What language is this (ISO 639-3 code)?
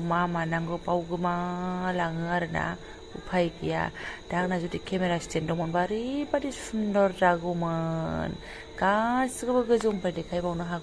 brx